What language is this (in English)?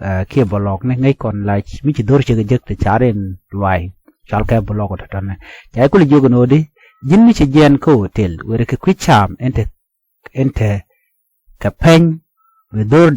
Nuer